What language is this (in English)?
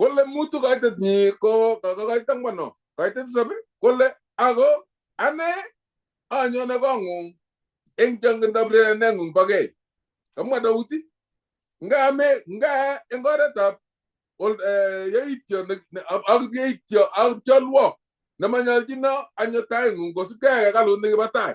Kalenjin